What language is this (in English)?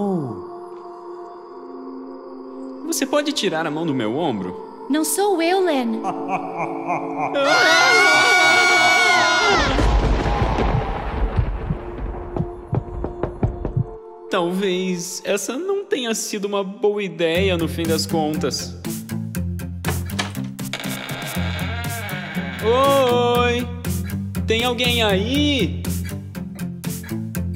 Portuguese